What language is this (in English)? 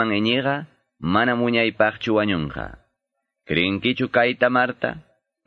Quechua